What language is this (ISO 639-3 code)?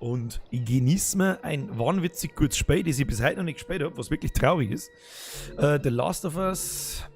bar